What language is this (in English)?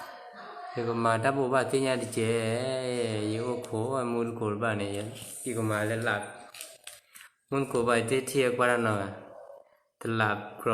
S'gaw Karen